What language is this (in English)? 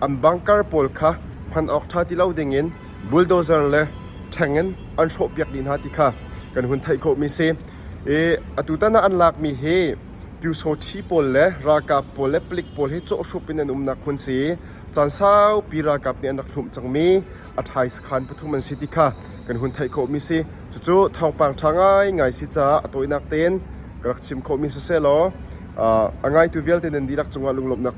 Hakha Chin